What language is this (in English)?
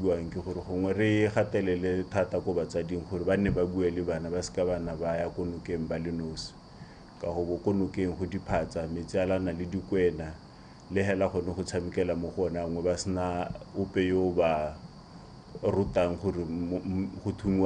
Tswana